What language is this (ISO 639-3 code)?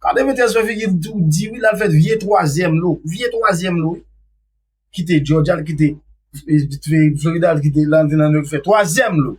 hat